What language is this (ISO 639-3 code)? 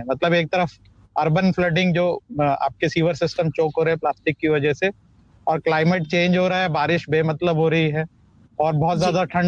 hin